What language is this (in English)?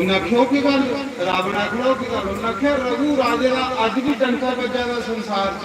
Dogri